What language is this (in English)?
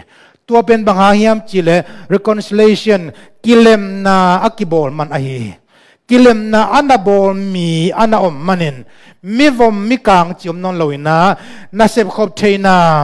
Tedim Chin